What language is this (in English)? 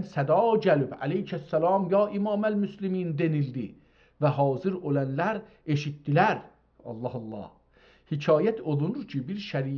South Azerbaijani